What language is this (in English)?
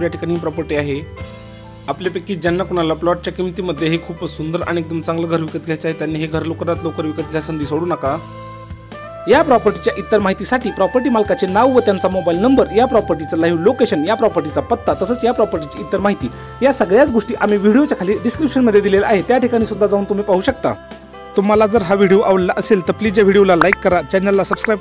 Marathi